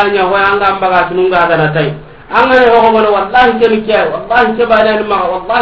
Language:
Soninke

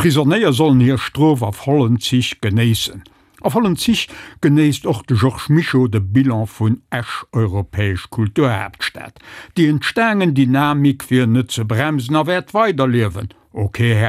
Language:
Luxembourgish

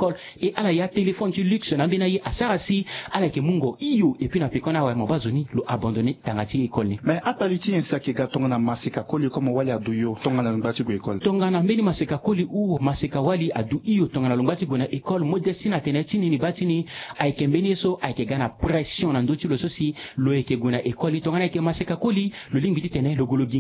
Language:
Sango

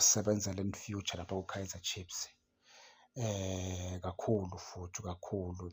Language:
Zulu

